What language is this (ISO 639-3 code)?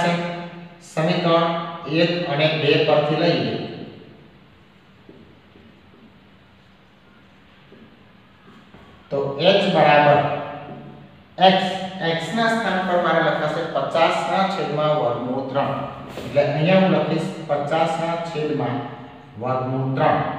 guj